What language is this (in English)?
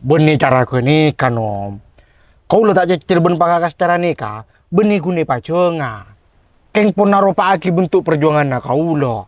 Madurese